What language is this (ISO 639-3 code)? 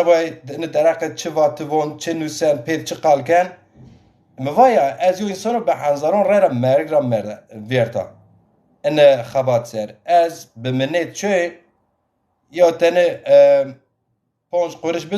zza